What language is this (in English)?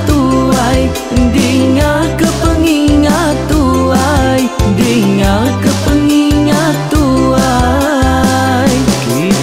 Iban